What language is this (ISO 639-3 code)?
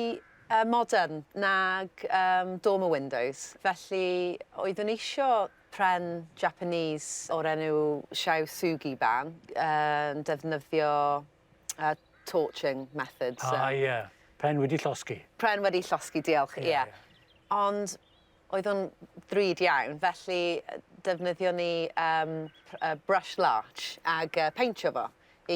cym